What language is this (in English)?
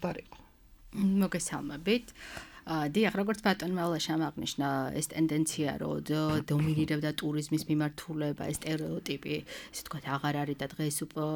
Georgian